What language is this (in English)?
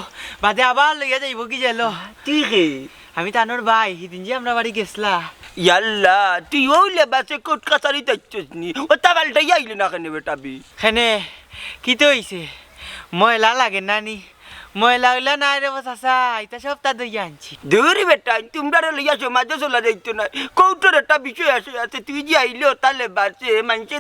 Sylheti